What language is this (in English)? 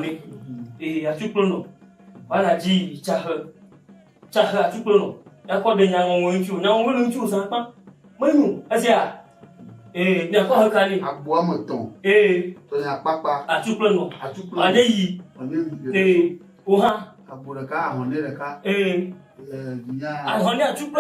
Ewe